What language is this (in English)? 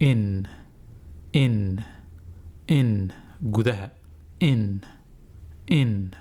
Somali